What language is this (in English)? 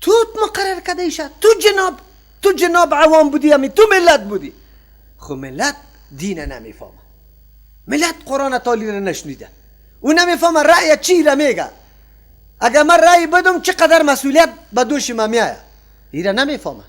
Persian